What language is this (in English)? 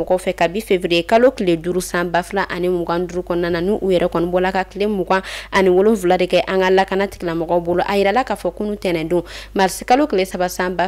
Bambara